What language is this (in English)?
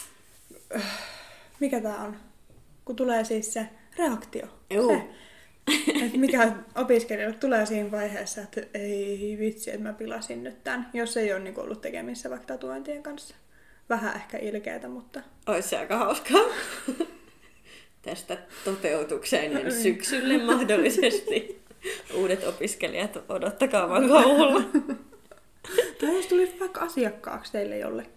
Finnish